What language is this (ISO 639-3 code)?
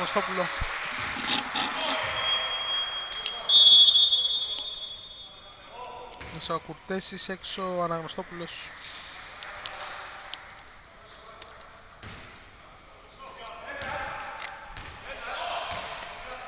ell